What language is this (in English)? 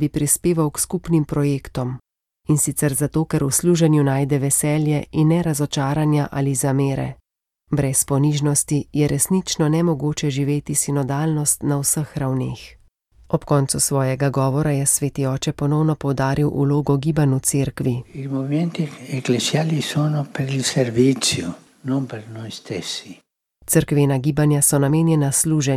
Slovenian